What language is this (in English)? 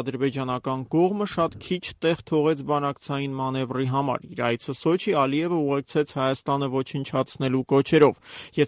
Armenian